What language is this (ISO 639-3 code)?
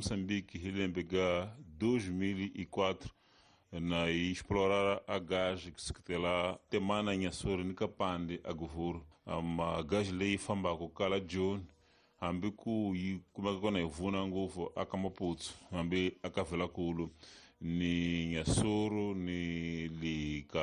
tso